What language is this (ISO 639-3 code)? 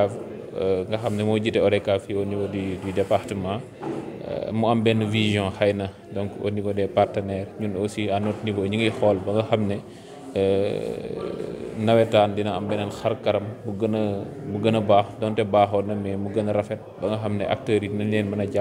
wol